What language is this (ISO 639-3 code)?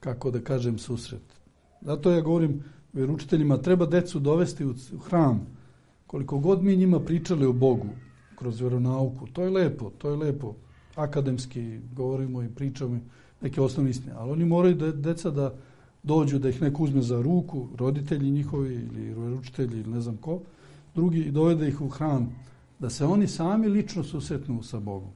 srp